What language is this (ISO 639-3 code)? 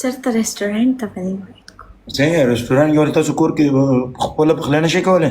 pus